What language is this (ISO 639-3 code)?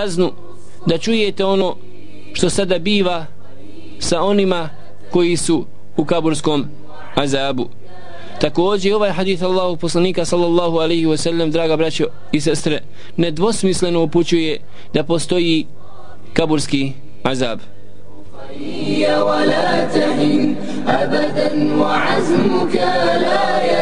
bos